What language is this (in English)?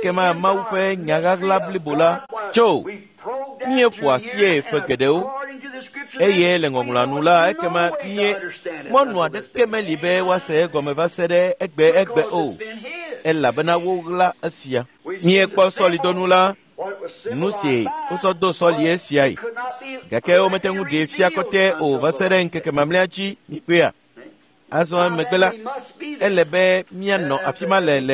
Ewe